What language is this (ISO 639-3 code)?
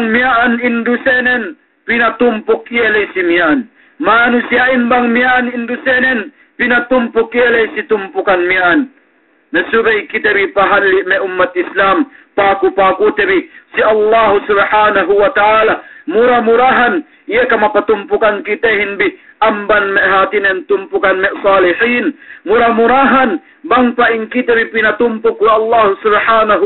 yka